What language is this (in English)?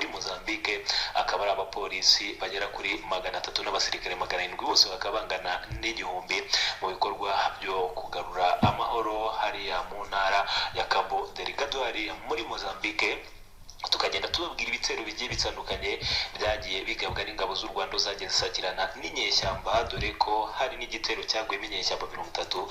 Kinyarwanda